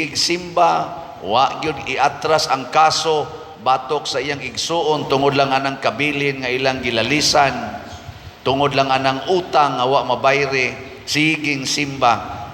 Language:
Cebuano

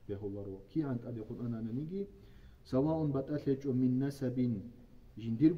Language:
Avaric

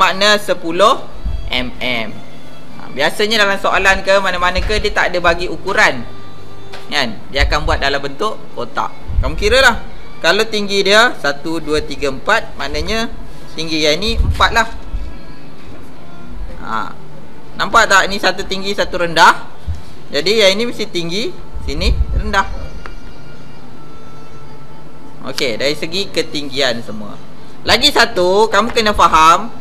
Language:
Malay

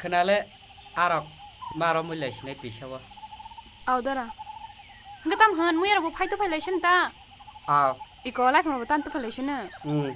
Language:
Kok Borok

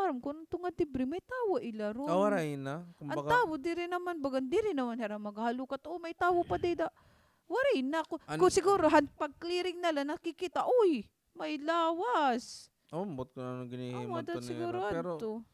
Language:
Waray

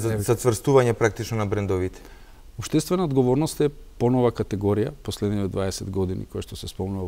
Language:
Macedonian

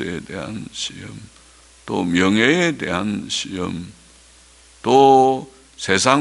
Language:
Korean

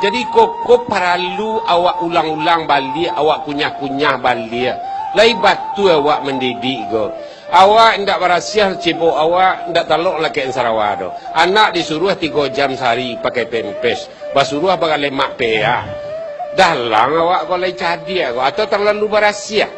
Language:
Minangkabau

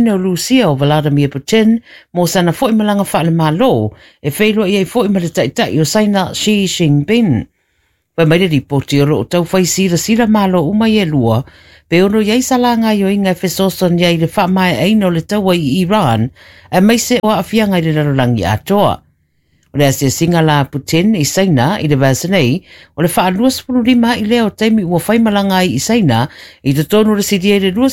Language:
Samoan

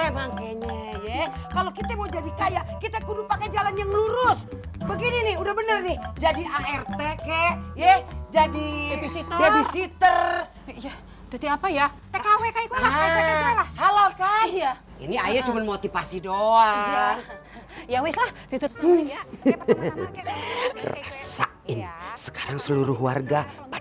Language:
Betawi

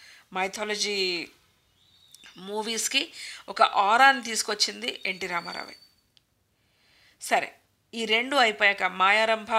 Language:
Telugu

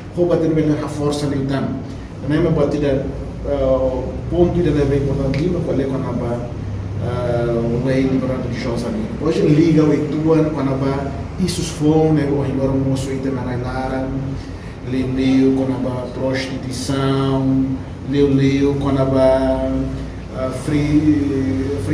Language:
Tetum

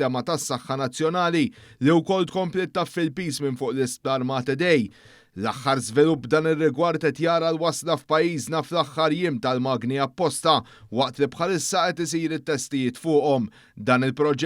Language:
Maltese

